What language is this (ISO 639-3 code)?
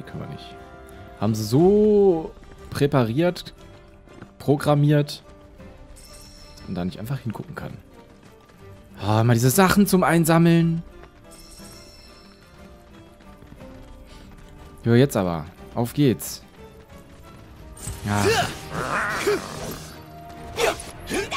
deu